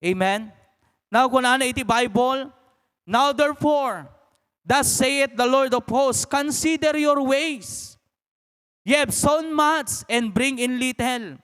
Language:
Iloko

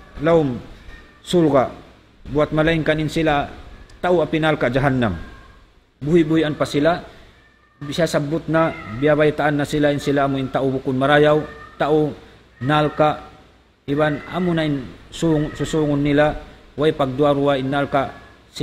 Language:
Tausug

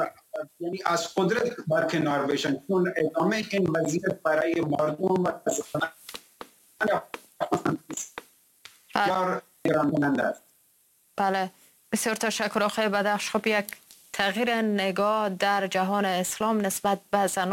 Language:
Persian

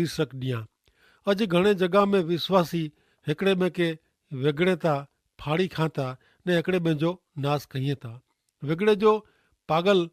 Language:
Kachhi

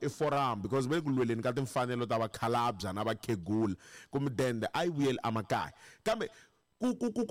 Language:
Tsonga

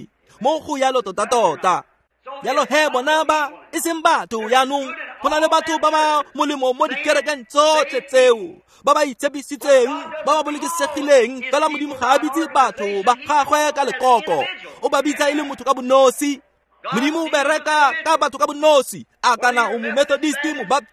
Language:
Tswana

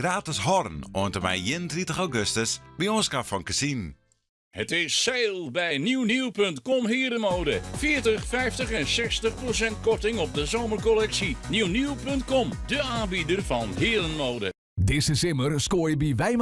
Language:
Western Frisian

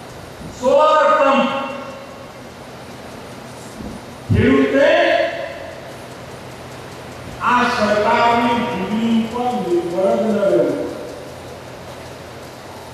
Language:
Gujarati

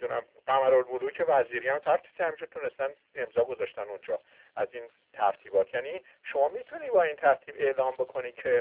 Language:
Persian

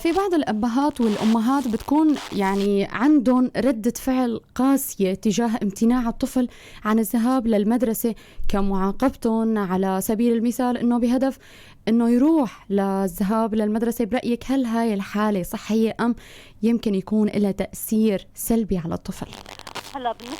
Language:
North Levantine Arabic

